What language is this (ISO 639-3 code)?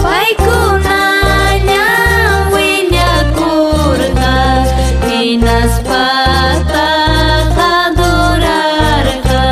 quy